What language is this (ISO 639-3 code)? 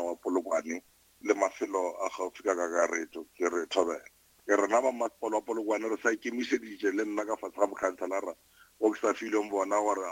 nso